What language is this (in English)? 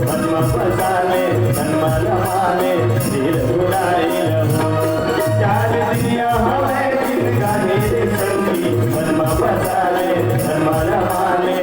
Chhattisgarhi